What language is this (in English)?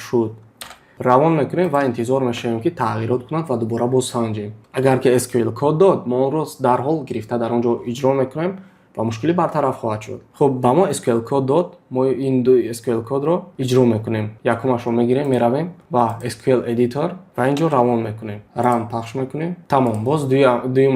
Tajik